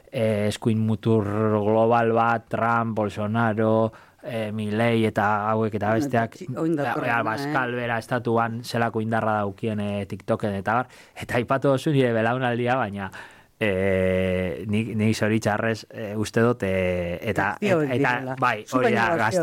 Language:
Basque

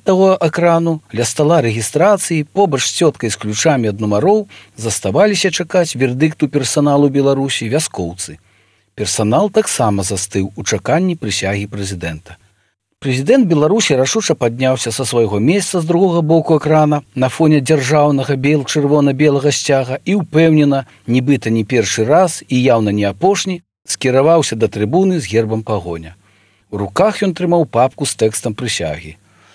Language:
Belarusian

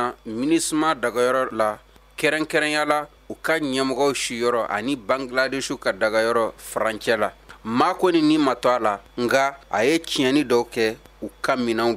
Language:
Bambara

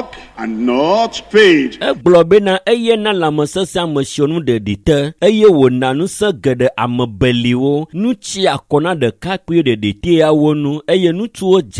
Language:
Ewe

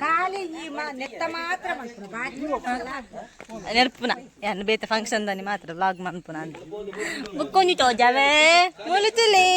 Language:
Tulu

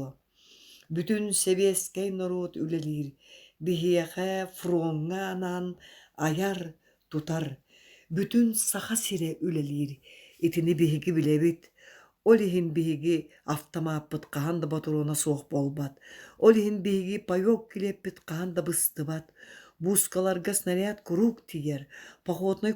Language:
Yakut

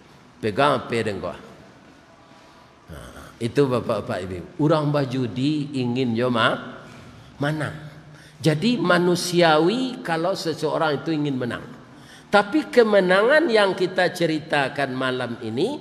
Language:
Minangkabau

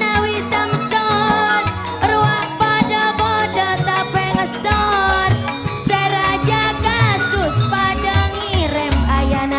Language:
Madurese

